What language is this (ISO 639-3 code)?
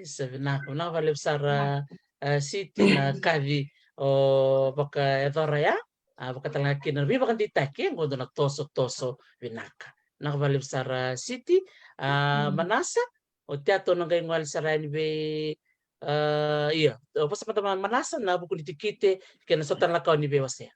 fij